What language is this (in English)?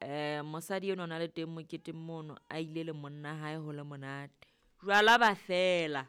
Southern Sotho